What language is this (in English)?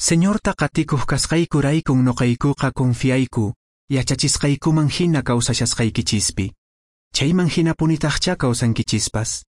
Quechua